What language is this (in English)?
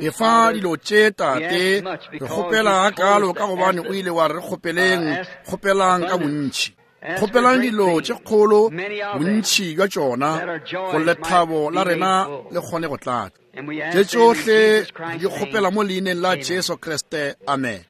Northern Sotho